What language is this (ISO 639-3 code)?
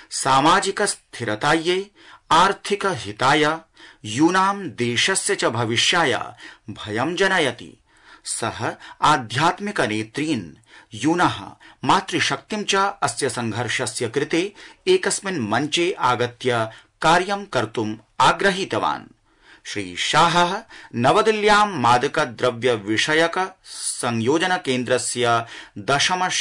san